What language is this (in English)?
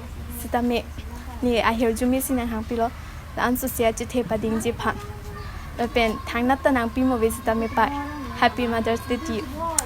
Karbi